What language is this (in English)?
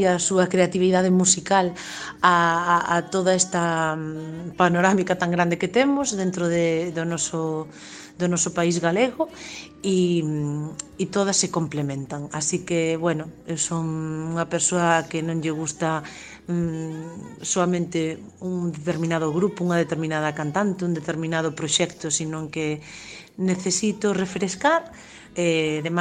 Galician